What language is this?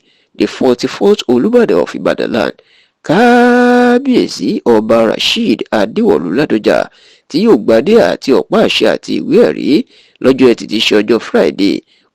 Yoruba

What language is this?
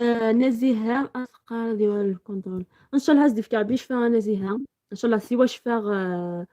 Algerian Arabic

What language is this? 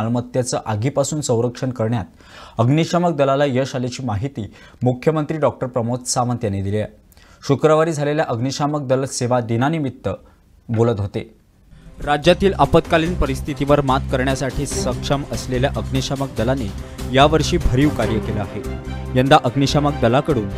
Marathi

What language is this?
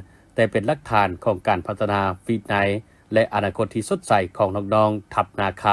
Lao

